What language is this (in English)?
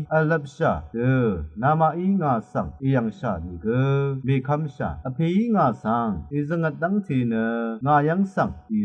Rawang